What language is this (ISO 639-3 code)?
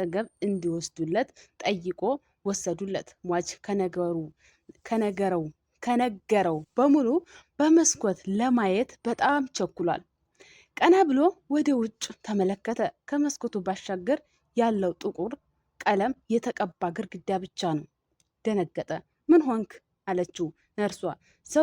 amh